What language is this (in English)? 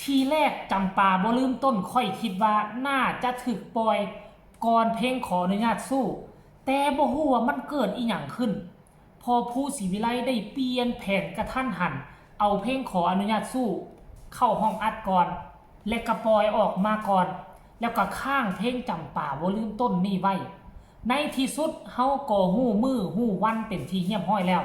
Northeastern Thai